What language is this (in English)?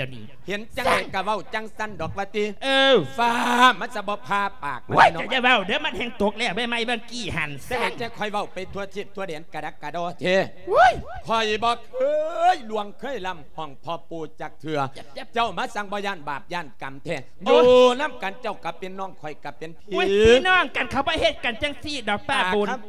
Lao